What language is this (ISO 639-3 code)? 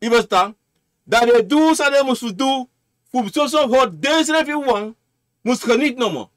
srn